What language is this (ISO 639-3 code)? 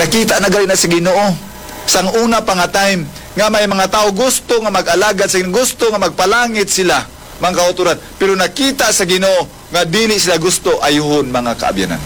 hil